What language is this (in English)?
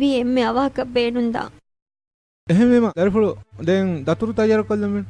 Divehi